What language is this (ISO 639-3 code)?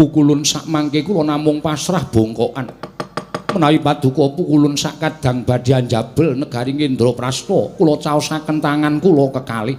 jav